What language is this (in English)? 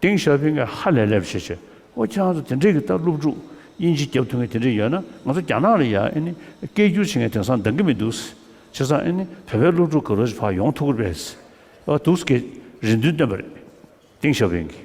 Tibetan